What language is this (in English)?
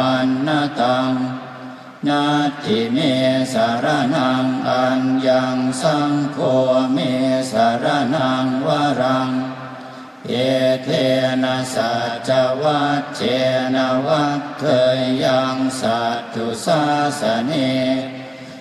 Pali